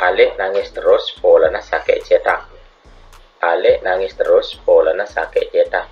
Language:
Madurese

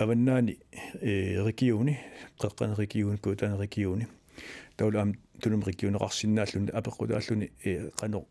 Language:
Kalaallisut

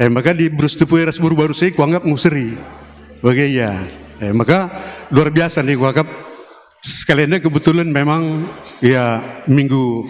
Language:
Batak Karo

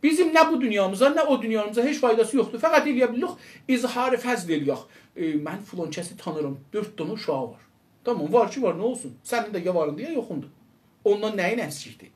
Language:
South Azerbaijani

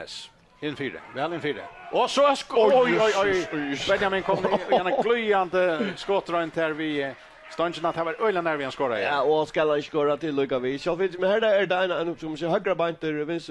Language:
Faroese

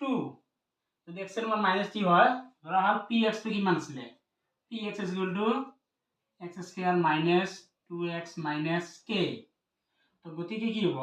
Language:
Assamese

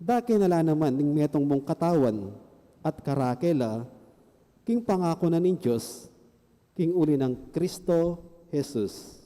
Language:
Pampanga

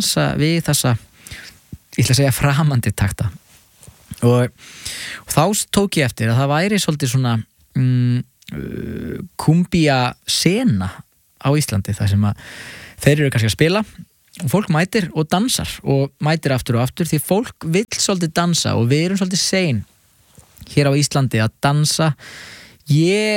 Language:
Icelandic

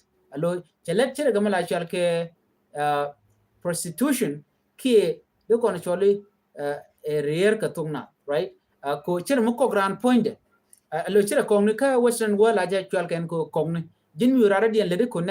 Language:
Nuer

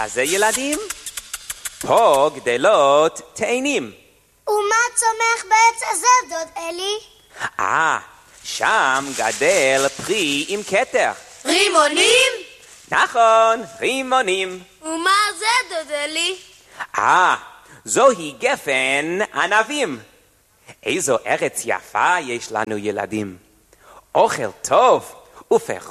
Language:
Hebrew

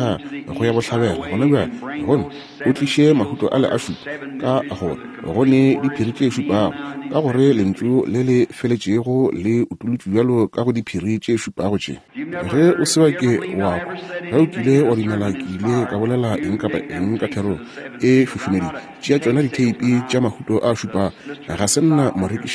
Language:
Northern Sotho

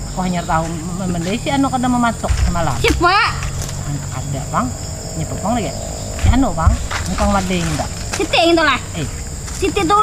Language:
Banjar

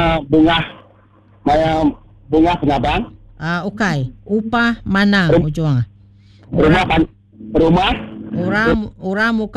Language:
Iban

